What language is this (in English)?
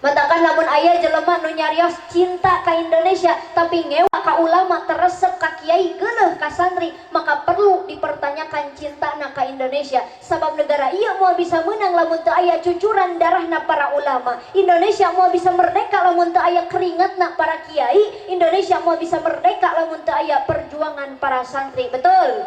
Sundanese